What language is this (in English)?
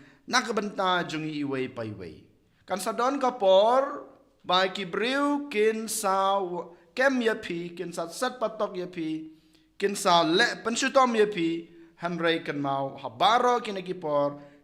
Khasi